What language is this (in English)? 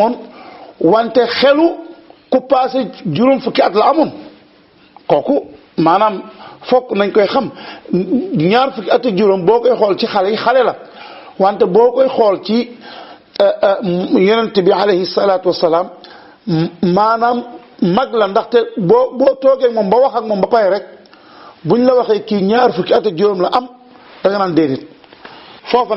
Wolof